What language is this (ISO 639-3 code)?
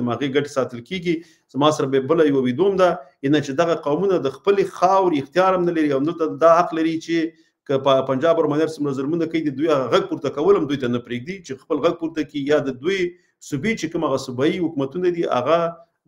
pus